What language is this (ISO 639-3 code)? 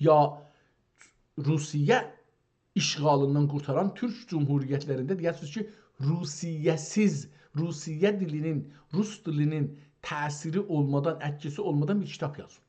azb